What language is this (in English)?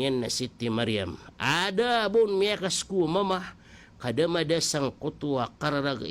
Maranao